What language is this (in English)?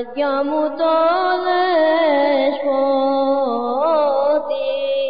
Greek